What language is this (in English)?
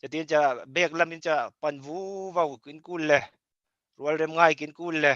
Falam Chin